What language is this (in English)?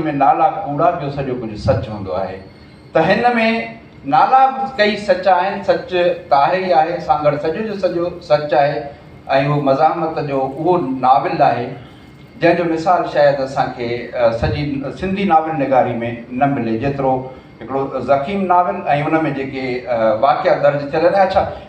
Sindhi